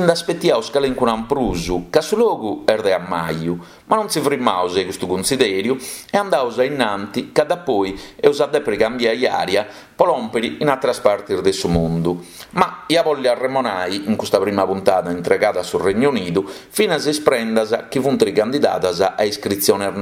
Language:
Sardinian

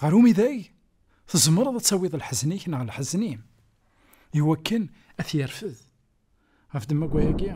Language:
Kabyle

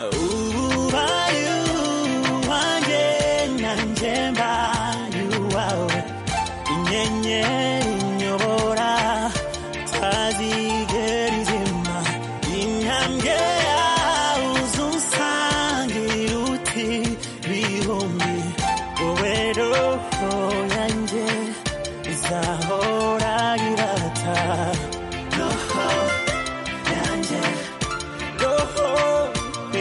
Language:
Kinyarwanda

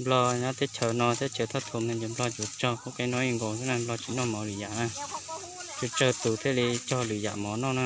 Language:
Hmong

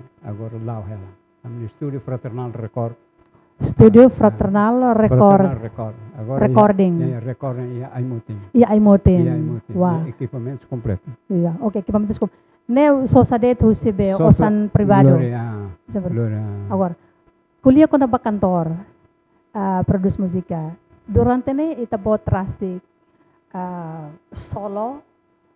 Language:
Tetum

